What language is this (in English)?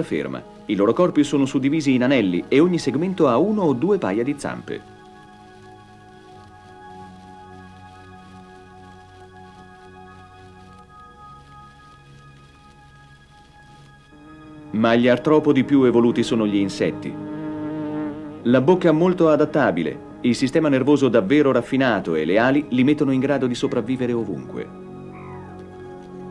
Italian